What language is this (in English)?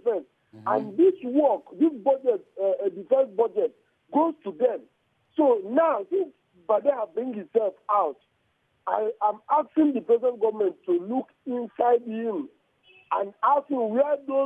Nigerian Pidgin